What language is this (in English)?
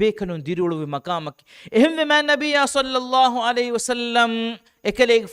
Divehi